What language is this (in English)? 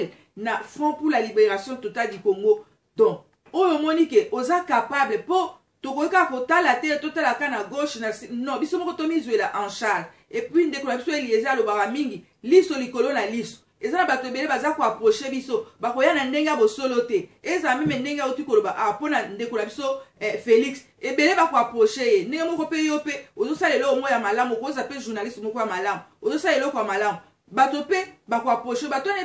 Lingala